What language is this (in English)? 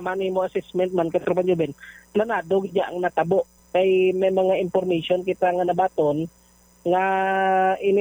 Hiligaynon